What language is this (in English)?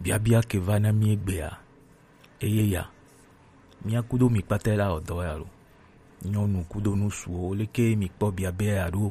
Gen